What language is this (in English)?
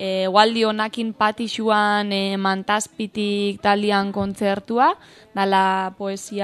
Basque